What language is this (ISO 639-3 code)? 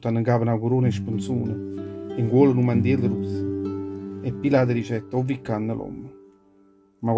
nap